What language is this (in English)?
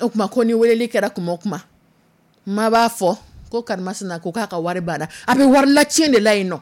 Dyula